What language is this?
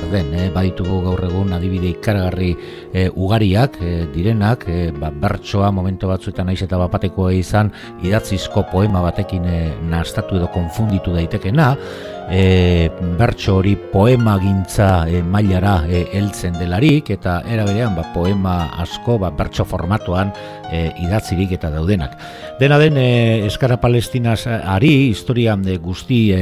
Basque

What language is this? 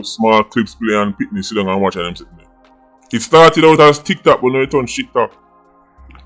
Jamaican Creole English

